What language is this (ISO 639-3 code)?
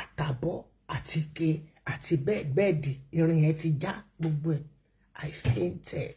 yor